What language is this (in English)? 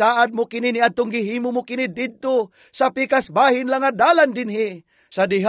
Cebuano